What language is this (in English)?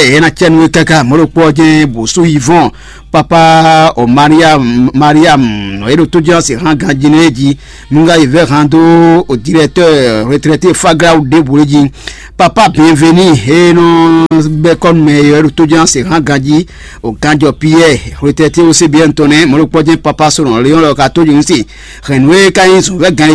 Fon